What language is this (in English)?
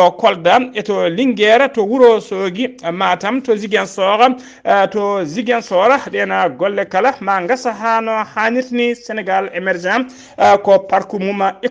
Fula